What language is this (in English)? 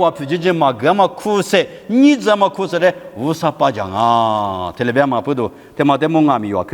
Lisu